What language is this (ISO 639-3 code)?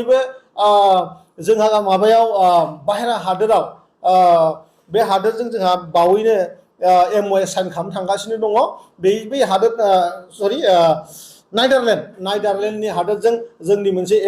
brx